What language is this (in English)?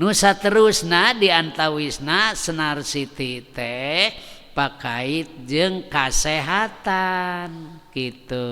Sundanese